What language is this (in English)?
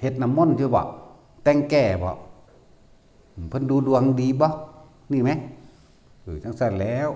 Northeastern Thai